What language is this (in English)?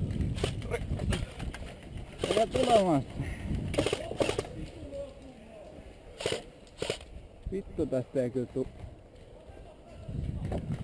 Finnish